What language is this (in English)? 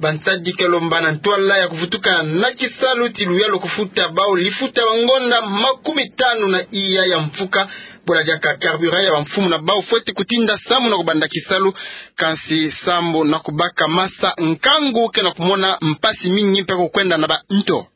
Kituba (Democratic Republic of Congo)